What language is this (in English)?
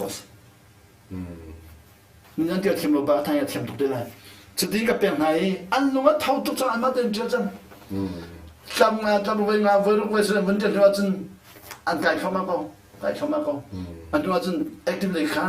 Hakha Chin